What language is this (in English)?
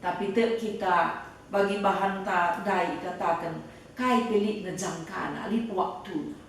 Batak Karo